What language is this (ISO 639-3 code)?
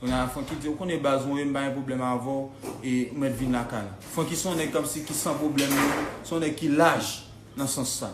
hat